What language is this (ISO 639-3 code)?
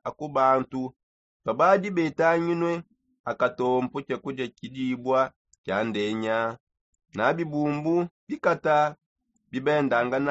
sop